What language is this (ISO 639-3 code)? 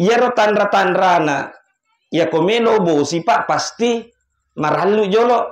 bug